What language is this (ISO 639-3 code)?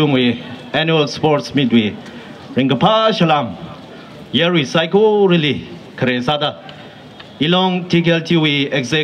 nmf